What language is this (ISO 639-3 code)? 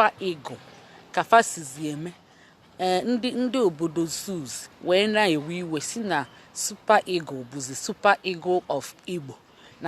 ibo